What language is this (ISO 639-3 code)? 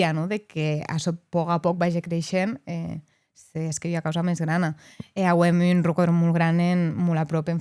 oci